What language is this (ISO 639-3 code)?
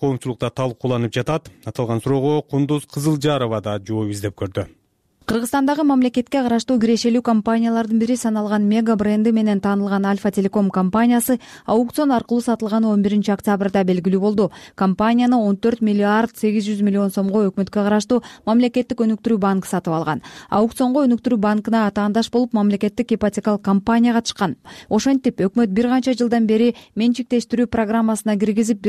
kir